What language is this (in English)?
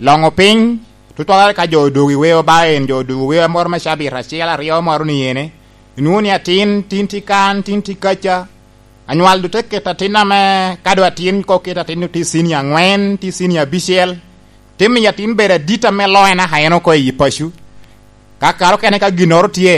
Lango (Uganda)